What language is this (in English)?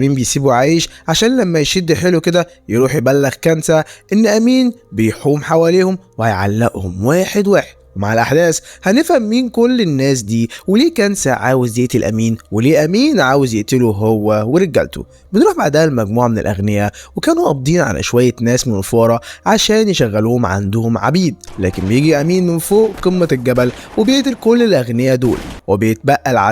Egyptian Arabic